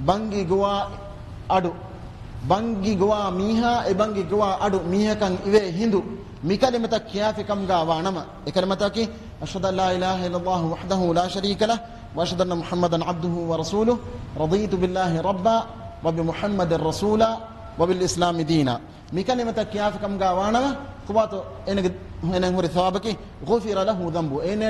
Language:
Divehi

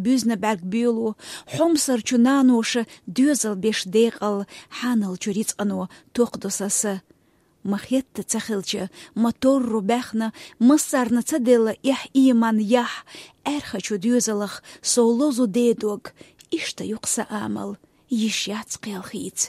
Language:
Chechen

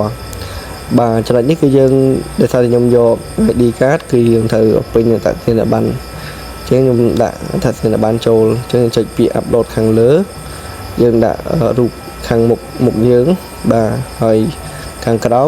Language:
Khmer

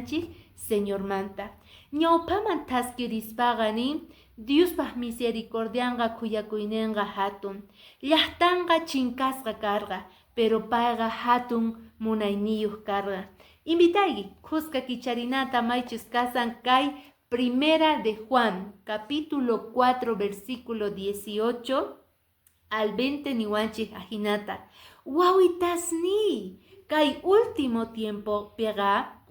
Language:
Quechua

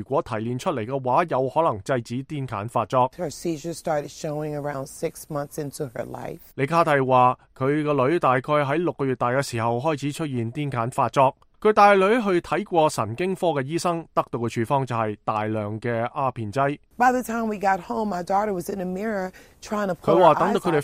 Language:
Cantonese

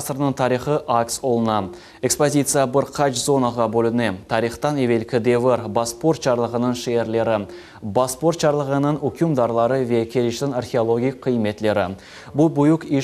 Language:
Crimean Tatar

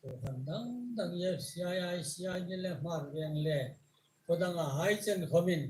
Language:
Hmar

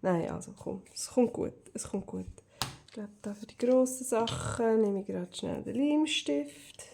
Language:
Swiss German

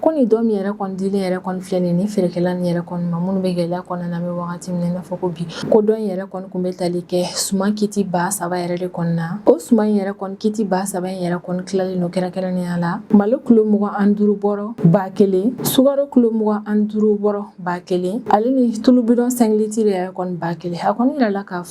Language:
Bambara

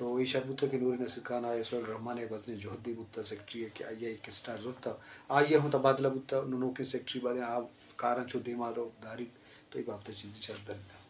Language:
Eastern Balochi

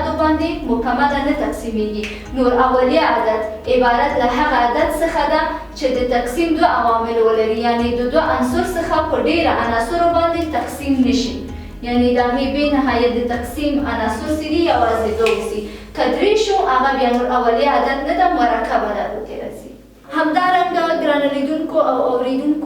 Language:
Pashto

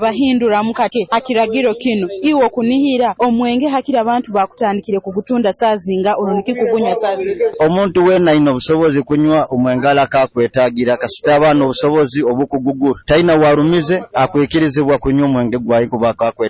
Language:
Nyoro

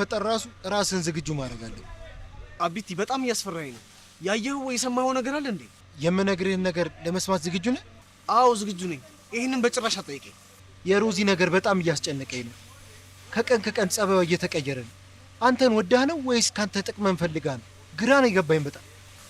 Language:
Amharic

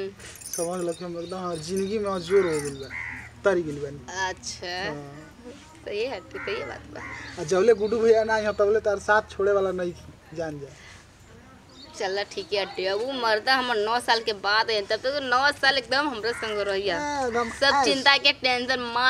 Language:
Bhojpuri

